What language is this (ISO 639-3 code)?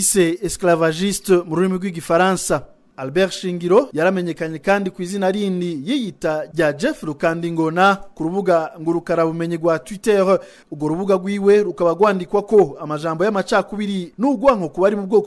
run